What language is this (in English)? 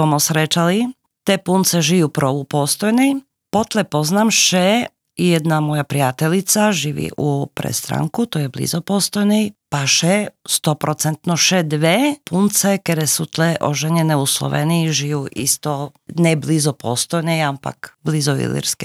Slovenian